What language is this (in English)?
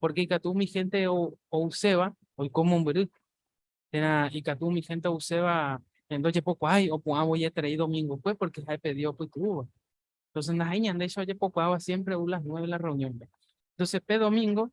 Guarani